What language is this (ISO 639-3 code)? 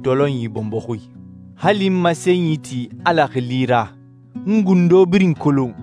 sus